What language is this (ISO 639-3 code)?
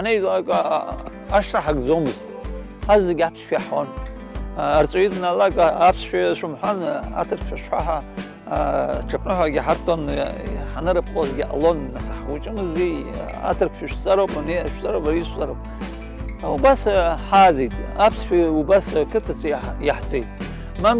abk